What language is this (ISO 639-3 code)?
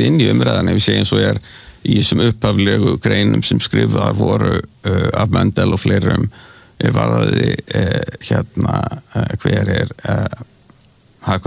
isl